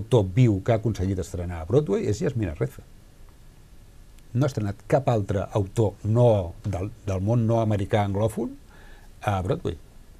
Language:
Catalan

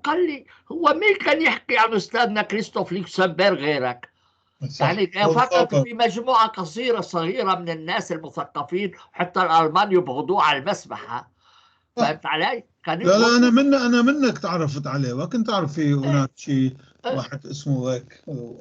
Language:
North Levantine Arabic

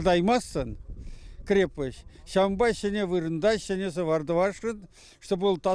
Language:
Chuvash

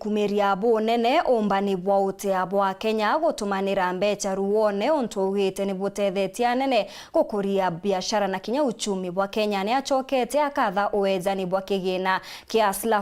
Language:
Meru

